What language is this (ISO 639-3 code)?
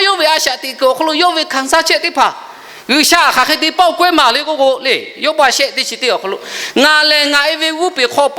lhu